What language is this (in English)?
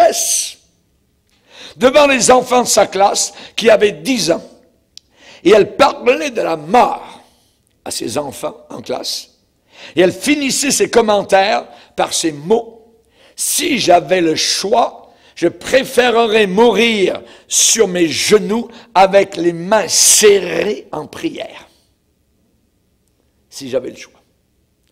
French